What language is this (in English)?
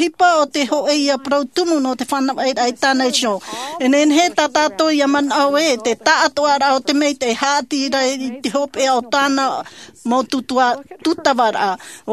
Tahitian